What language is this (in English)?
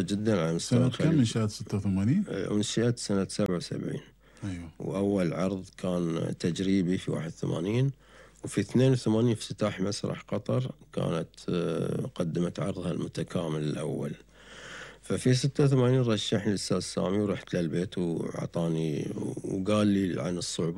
Gulf Arabic